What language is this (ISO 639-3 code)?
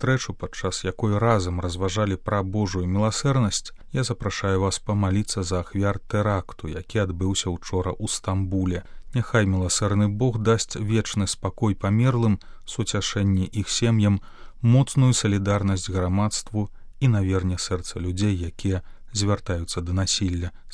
bel